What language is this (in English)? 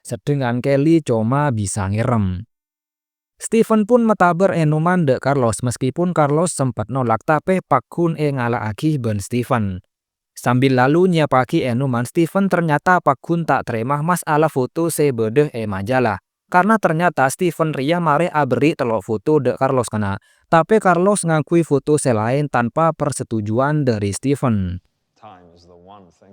Madurese